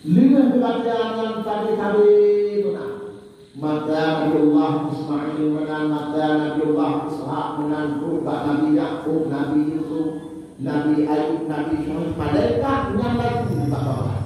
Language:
Achinese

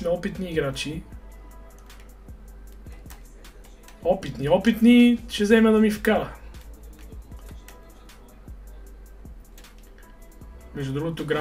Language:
Bulgarian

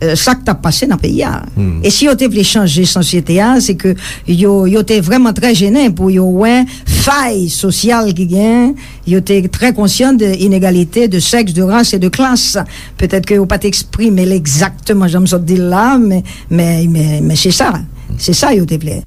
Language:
Haitian Creole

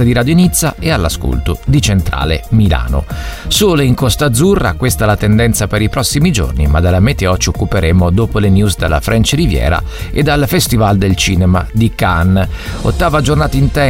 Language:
Italian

